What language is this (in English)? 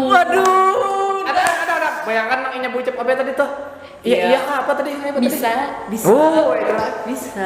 Banjar